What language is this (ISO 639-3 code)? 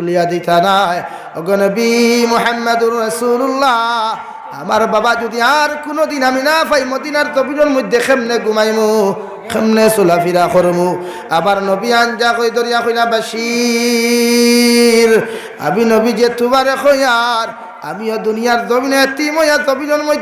syl